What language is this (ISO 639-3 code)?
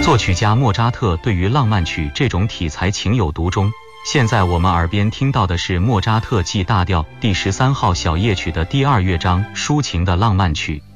zho